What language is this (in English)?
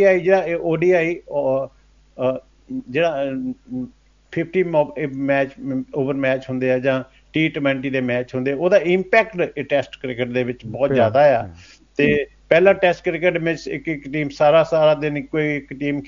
Punjabi